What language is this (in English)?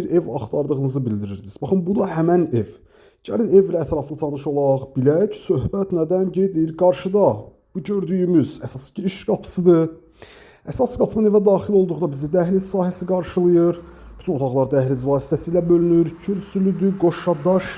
Azerbaijani